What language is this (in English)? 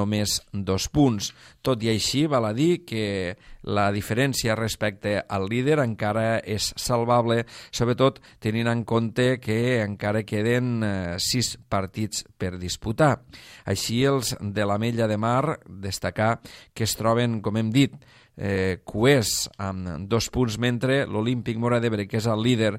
Catalan